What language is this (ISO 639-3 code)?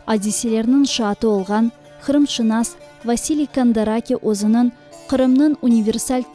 crh